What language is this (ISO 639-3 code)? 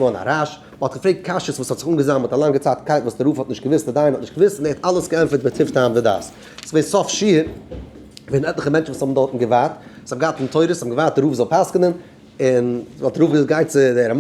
yid